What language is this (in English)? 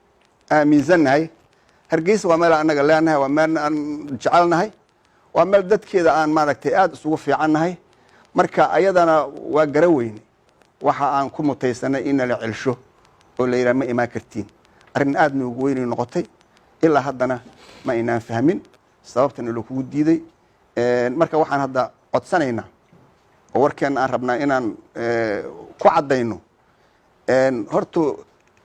Somali